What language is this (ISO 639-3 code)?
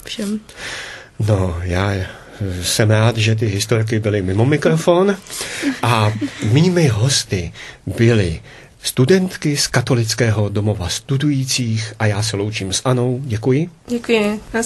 ces